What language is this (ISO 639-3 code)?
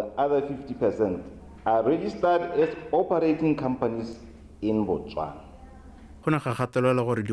tsn